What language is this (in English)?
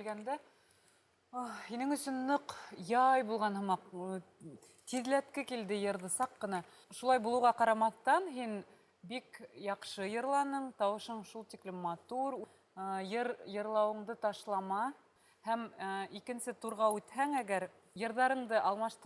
Bashkir